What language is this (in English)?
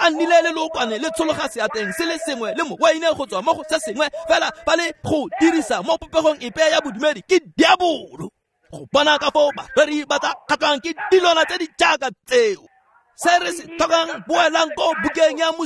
Tswana